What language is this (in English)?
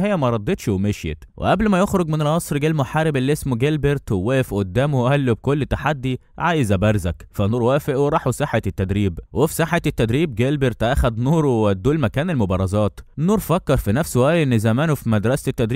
Egyptian Arabic